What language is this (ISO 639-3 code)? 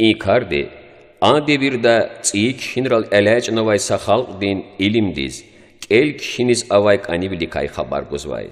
lez